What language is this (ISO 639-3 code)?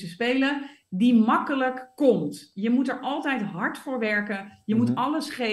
nld